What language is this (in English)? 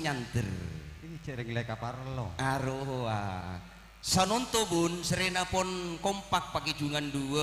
Madurese